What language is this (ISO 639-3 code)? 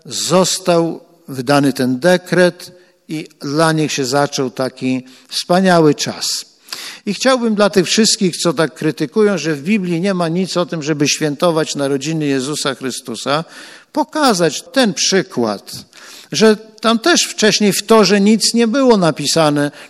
pol